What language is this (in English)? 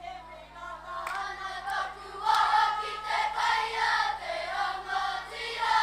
Māori